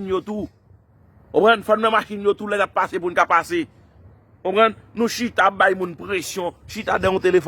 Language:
Haitian Creole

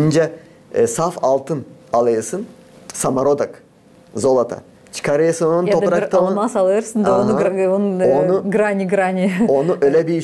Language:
Gagauz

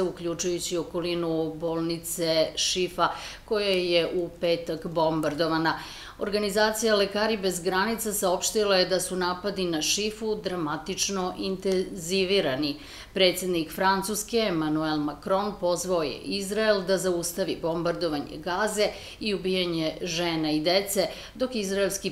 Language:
Serbian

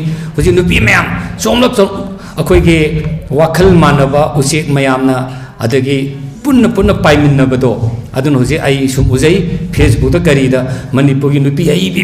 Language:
Manipuri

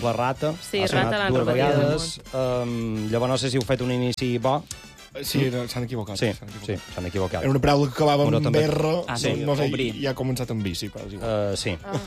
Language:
Catalan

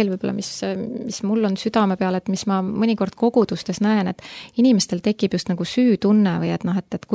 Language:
Estonian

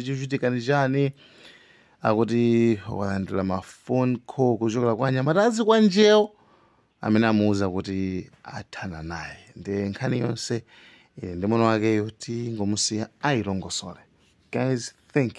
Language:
Nyanja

